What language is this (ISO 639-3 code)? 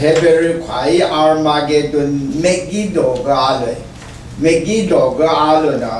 raw